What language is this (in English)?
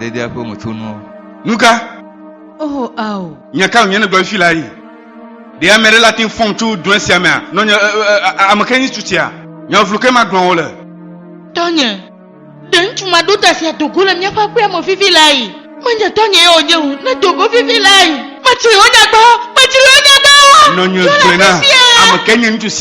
Ewe